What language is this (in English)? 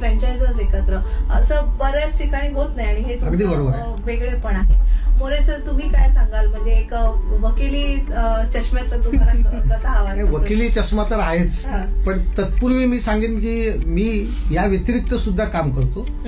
Marathi